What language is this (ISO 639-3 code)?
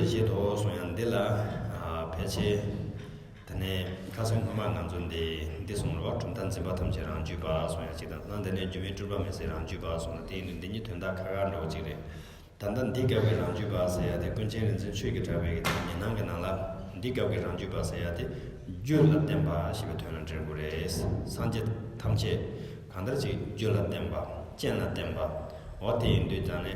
bod